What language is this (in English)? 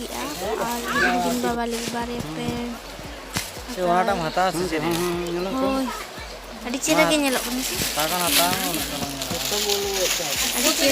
Santali